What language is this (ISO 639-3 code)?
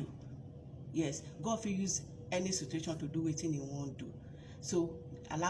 pcm